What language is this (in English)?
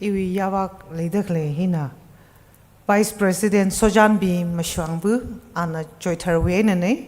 Tangkhul Naga (India)